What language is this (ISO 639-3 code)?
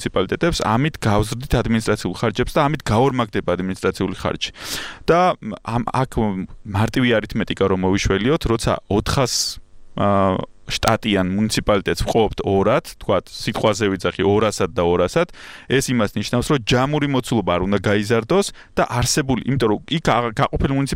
kat